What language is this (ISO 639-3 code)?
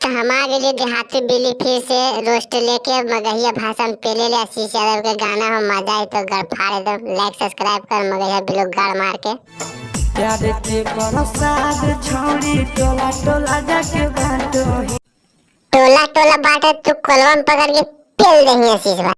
mag